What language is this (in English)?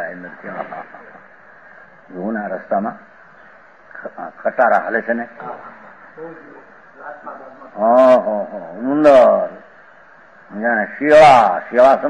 Gujarati